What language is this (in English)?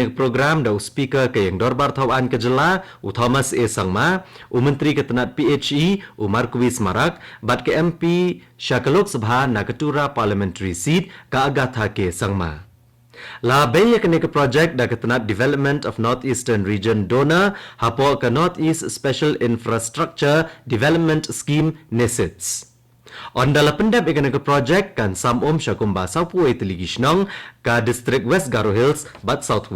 Khasi